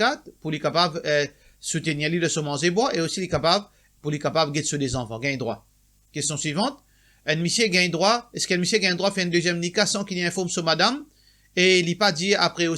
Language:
Morisyen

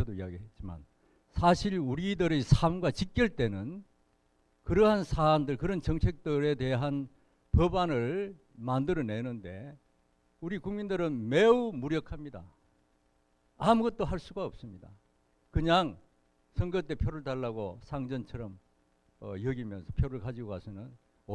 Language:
Korean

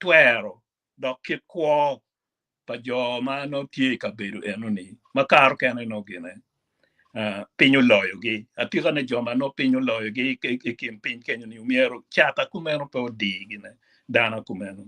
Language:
Acoli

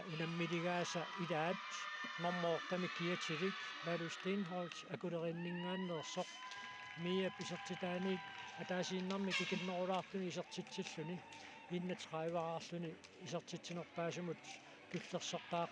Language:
Kalaallisut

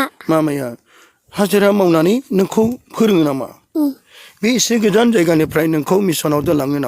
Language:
Bodo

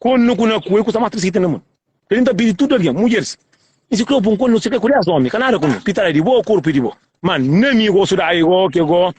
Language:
Kabuverdianu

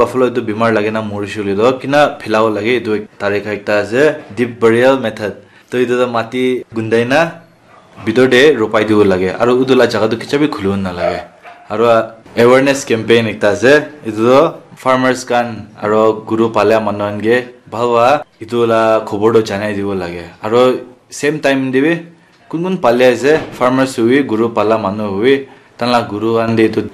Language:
Naga Pidgin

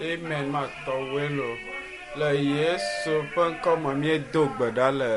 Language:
Ewe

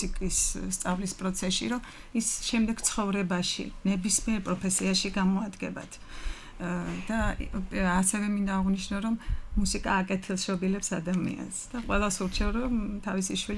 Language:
Georgian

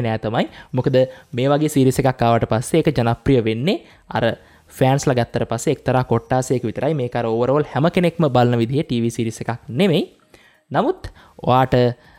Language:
Sinhala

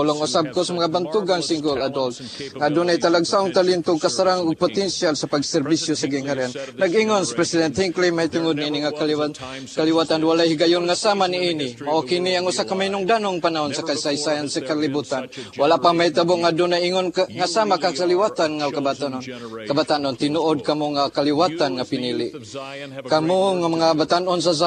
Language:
Cebuano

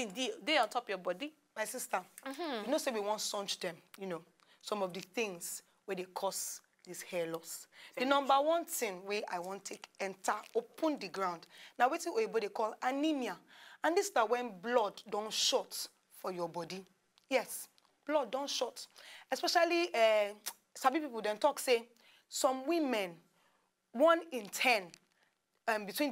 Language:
Nigerian Pidgin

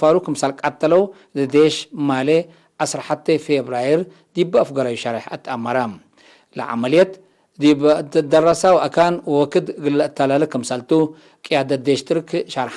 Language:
Tigre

